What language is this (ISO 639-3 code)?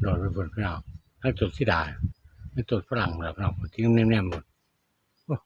tts